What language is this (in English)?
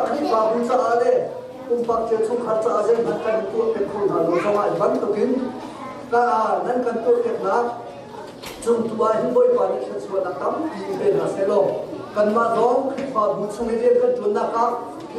Hakha Chin